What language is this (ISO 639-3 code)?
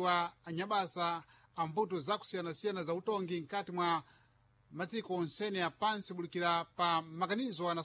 seh